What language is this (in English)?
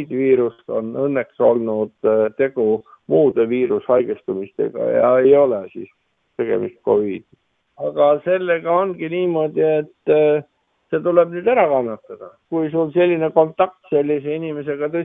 Estonian